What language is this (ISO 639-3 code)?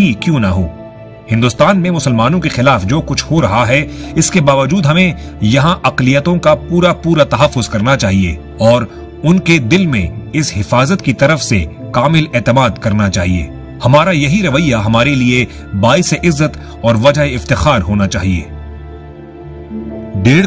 urd